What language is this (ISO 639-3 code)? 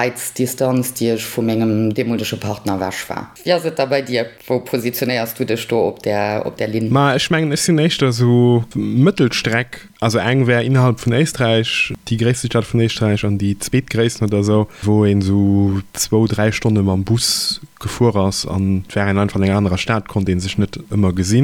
ltz